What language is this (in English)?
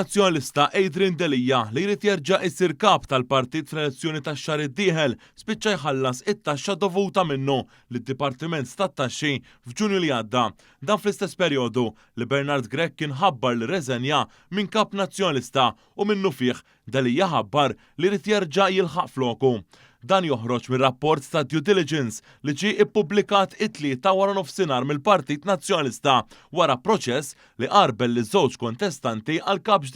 Maltese